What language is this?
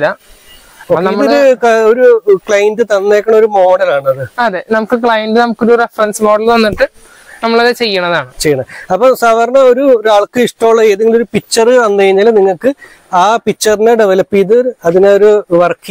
Malayalam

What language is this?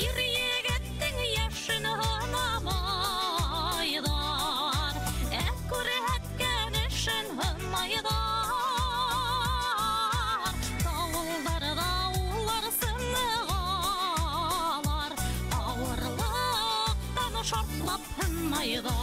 Bashkir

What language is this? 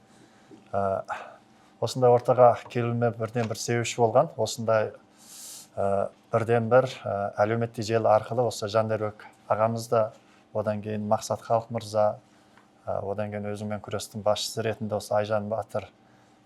Kazakh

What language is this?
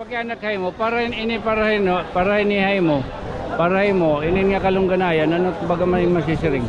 Waray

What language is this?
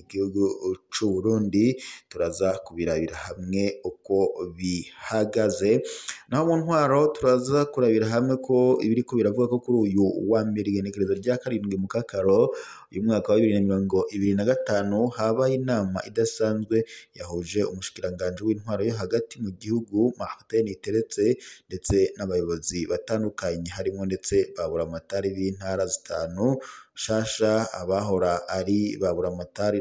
Rundi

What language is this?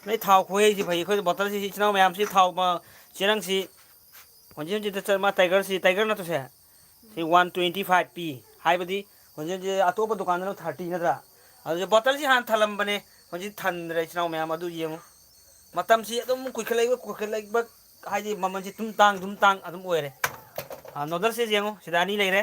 Manipuri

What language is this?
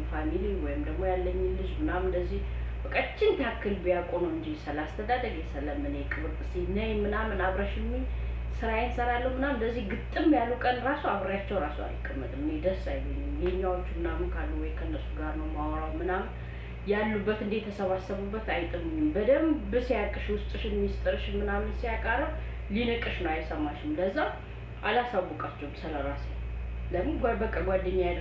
Amharic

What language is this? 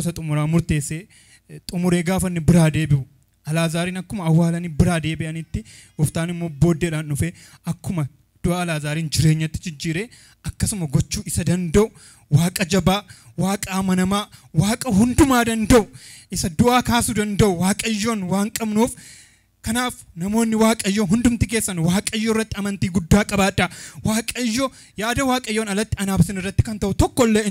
Oromo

